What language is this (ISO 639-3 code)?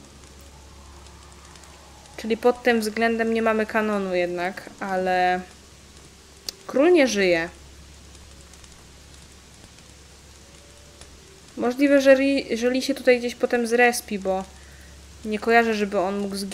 pol